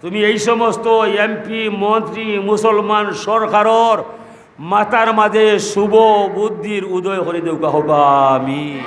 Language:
Sylheti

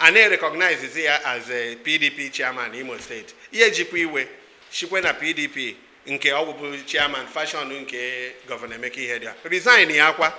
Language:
Igbo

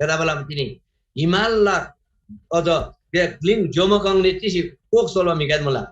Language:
Eastern Tamang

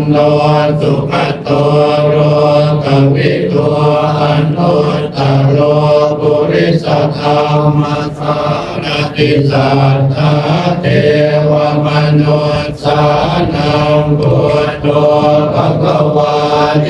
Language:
Pali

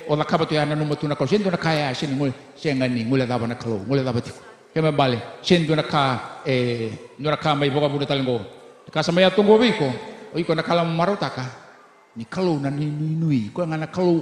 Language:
Fijian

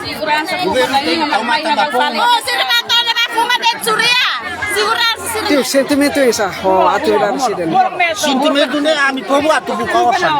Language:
Tetum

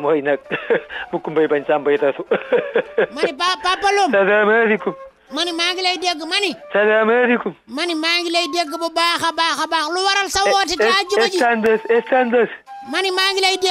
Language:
Wolof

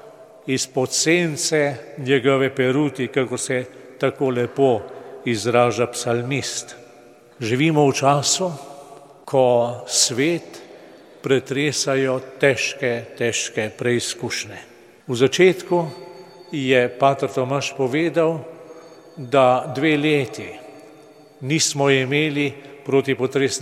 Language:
Slovenian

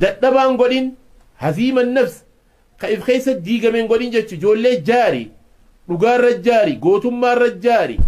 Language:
Oromo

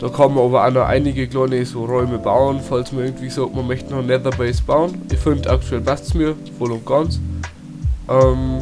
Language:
Bavarian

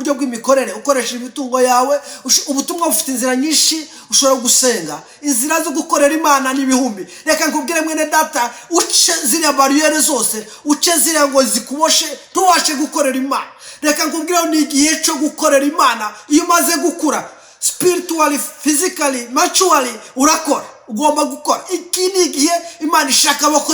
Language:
Kinyarwanda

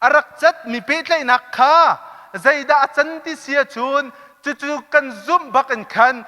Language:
Hakha Chin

